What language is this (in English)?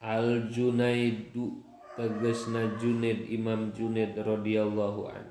Sundanese